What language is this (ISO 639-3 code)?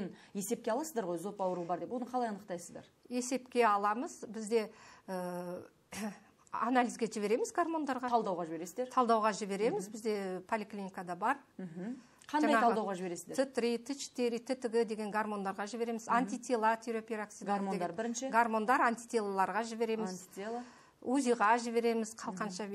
kaz